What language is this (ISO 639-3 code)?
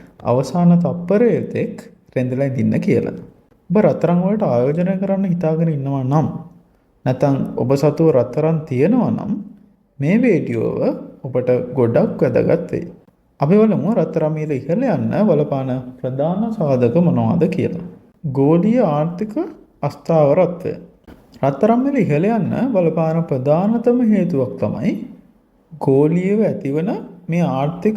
sin